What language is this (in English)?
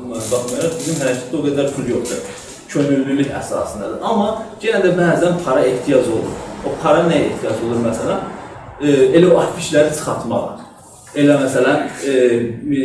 South Azerbaijani